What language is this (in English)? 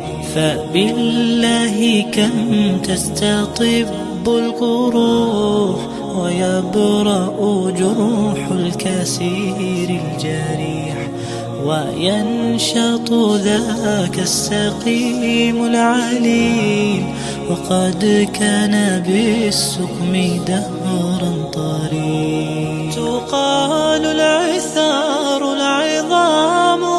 Arabic